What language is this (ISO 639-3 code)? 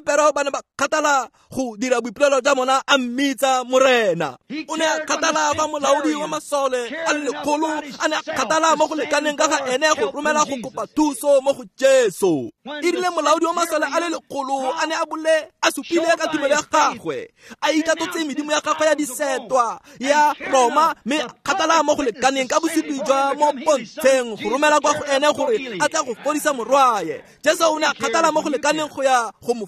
tsn